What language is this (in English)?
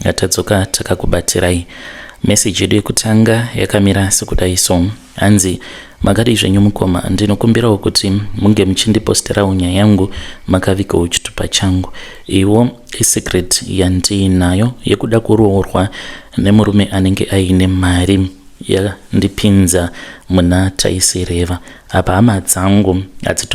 Shona